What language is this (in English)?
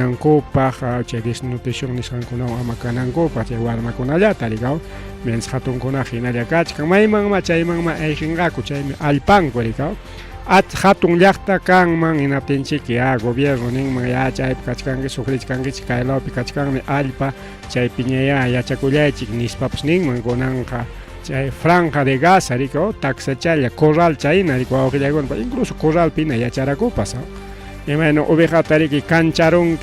Ayacucho Quechua